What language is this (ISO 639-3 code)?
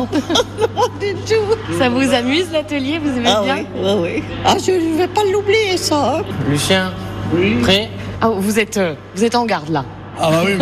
fra